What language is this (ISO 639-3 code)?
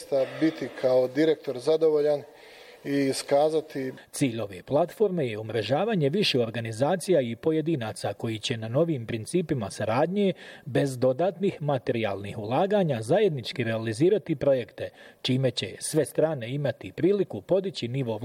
bos